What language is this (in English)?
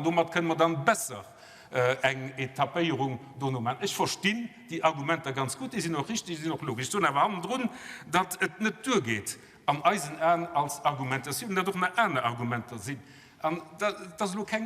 Luxembourgish